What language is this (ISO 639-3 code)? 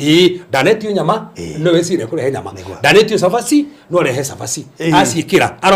kik